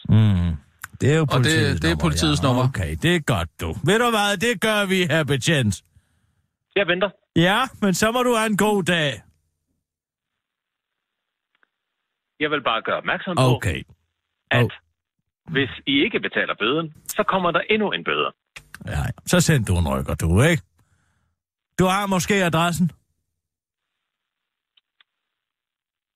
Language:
Danish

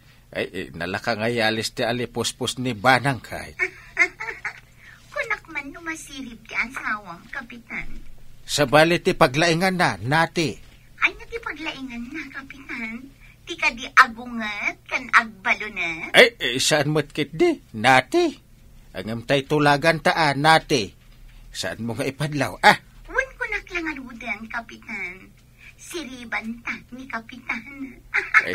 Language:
Iloko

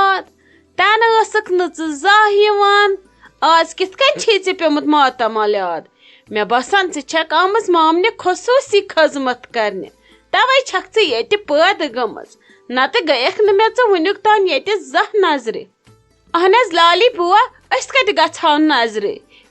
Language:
Kashmiri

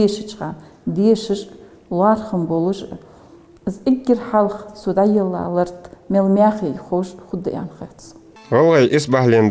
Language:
Ingush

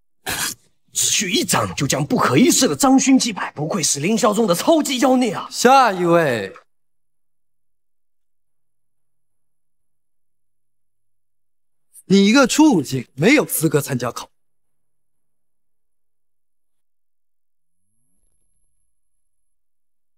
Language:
Chinese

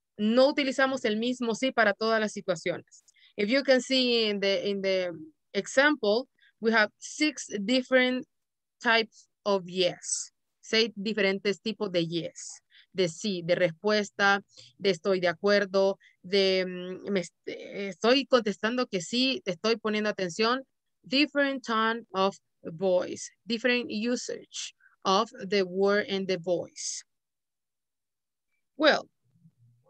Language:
Spanish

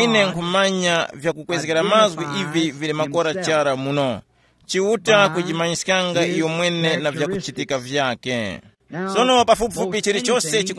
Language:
Tumbuka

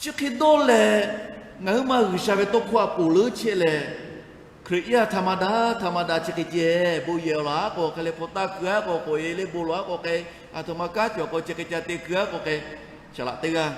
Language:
Lahu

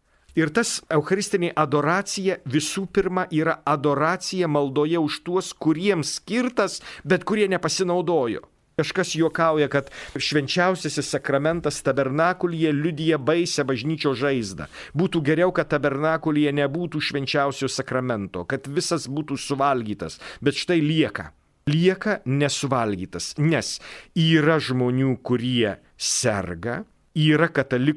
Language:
Lithuanian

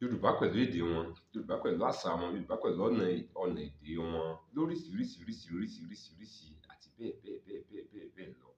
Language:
Yoruba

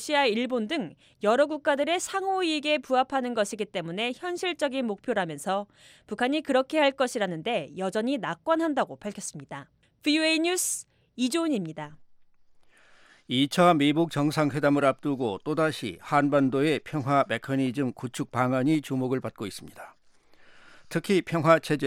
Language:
Korean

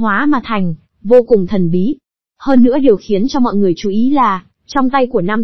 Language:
Vietnamese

